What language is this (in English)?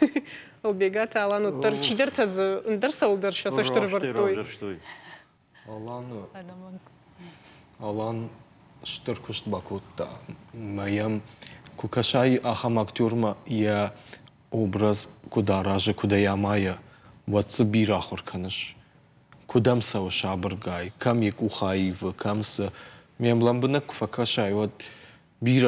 Ossetic